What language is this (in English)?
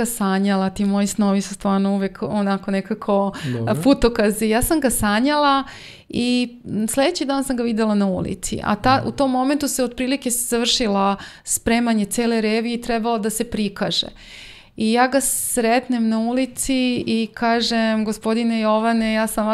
Serbian